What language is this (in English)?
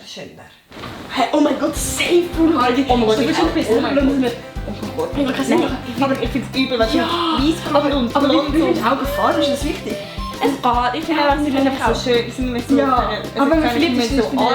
Swiss German